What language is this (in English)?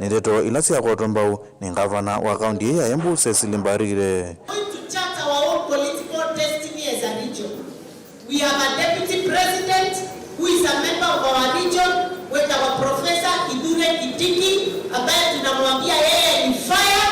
Kamba